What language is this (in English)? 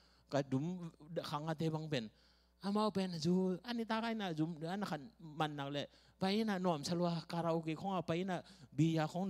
Tedim Chin